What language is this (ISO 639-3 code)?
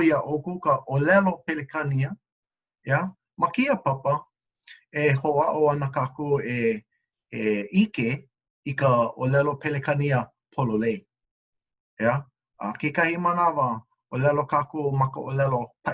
haw